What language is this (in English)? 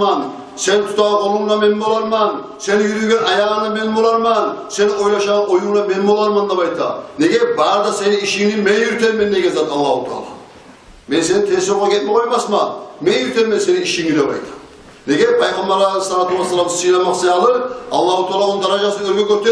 Kumyk